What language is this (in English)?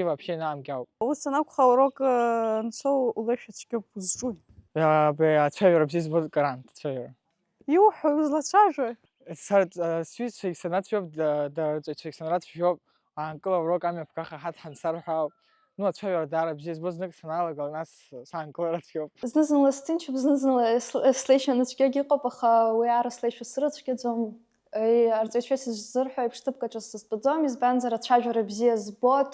Abkhazian